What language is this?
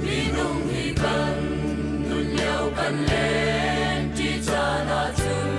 Hakha Chin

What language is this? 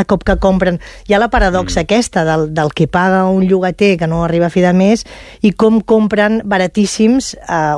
Catalan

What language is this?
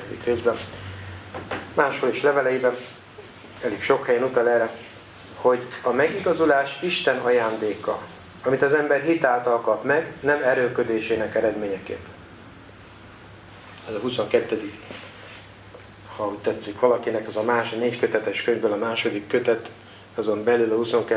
Hungarian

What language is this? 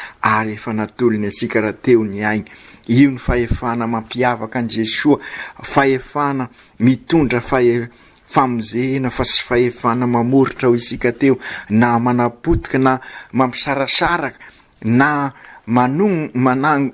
Malagasy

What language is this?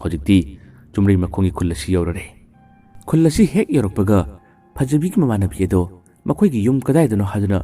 Manipuri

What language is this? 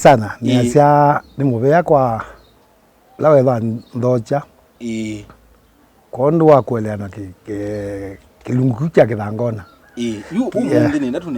Kamba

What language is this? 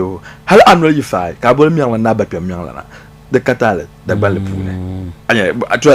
Dagbani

